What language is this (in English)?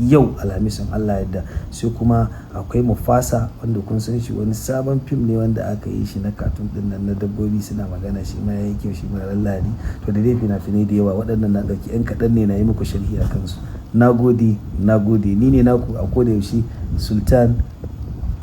Hausa